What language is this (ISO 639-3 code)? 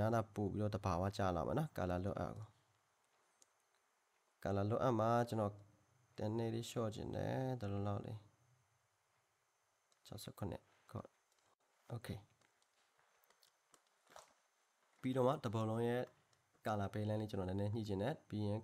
mya